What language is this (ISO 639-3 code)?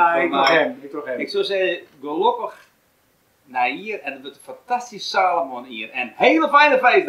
fry